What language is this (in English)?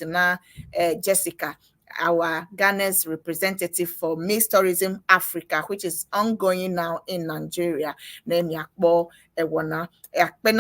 Ewe